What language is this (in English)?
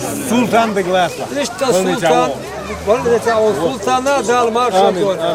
Chechen